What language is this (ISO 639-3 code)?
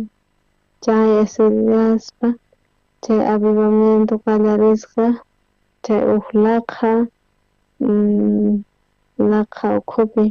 quh